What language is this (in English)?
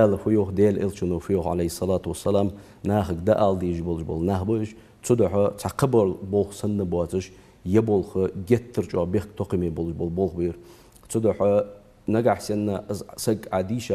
Ingush